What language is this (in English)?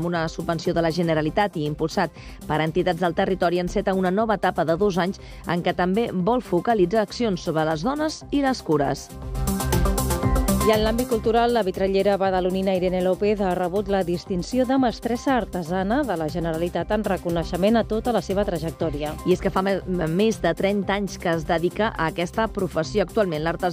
Catalan